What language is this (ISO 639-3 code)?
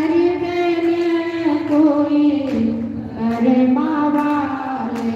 doi